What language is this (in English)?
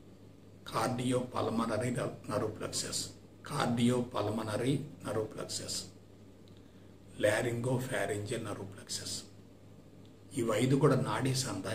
Telugu